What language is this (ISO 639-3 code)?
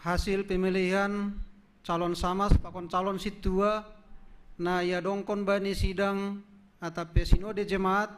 bts